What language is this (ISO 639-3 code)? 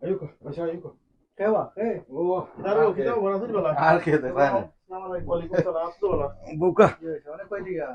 syl